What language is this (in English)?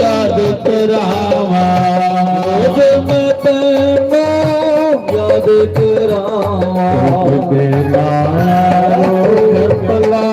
Dogri